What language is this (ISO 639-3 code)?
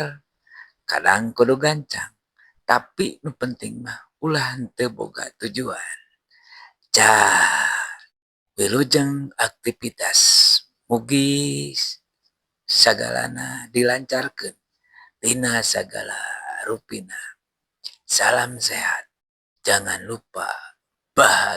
sun